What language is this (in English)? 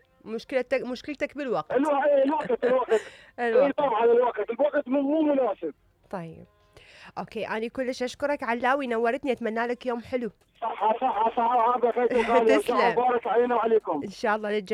Mesopotamian Arabic